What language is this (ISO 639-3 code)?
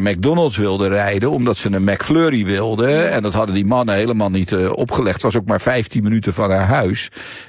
nld